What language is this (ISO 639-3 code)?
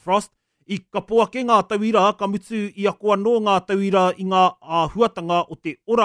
mri